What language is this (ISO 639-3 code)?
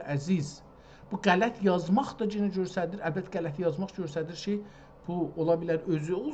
azb